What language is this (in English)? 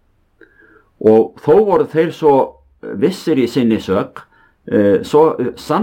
Icelandic